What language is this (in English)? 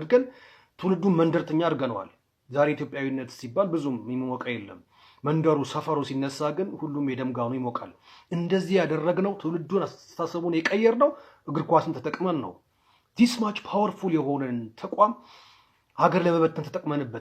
Amharic